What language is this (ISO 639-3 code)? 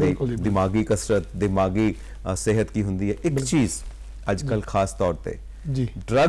pan